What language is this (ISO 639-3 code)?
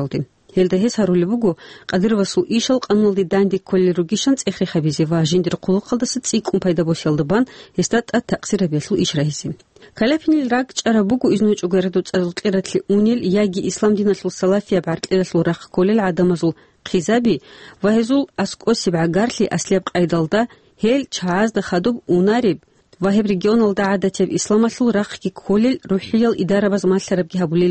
ava